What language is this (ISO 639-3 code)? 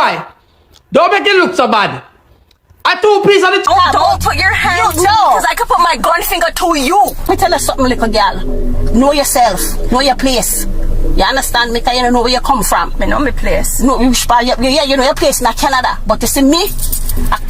jam